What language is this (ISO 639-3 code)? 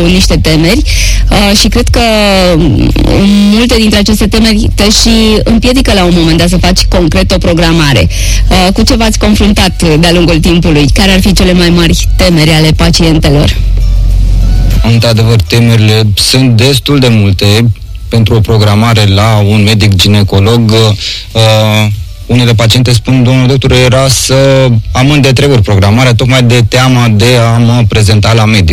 ron